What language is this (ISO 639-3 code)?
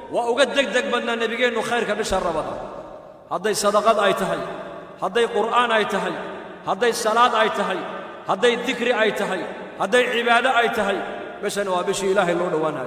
som